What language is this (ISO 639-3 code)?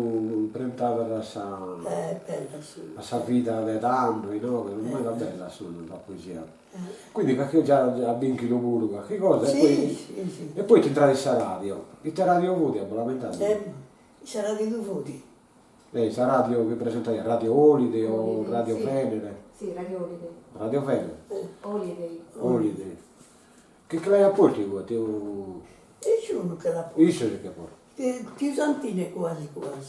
srd